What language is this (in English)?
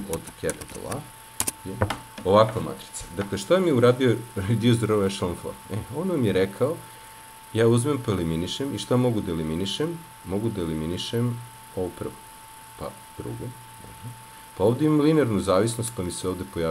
Serbian